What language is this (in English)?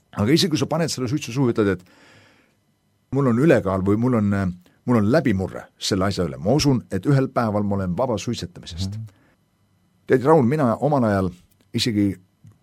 Estonian